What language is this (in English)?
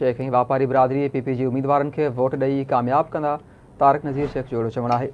Sindhi